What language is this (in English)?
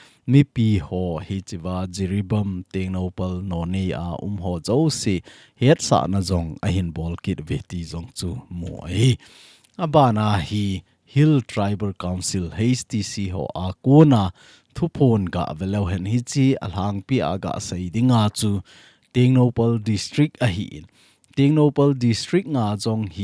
Thado Chin